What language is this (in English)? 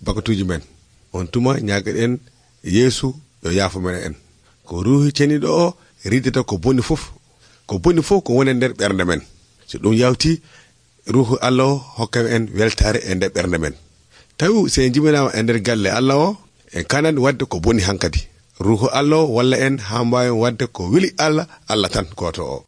Nigerian Fulfulde